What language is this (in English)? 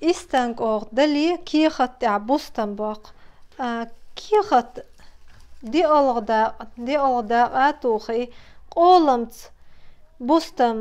Chechen